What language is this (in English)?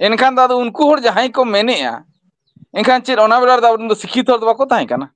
Santali